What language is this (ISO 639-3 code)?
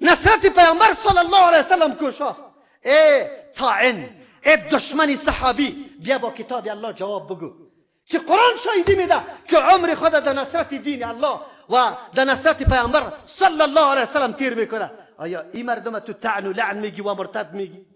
fas